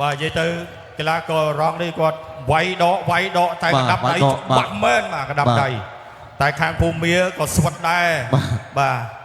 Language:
Khmer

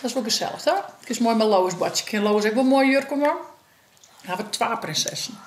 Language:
Western Frisian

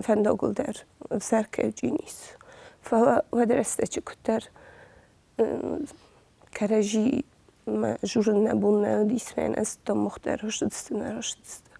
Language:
Ossetic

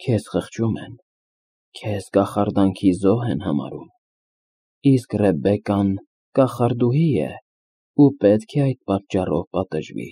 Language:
Armenian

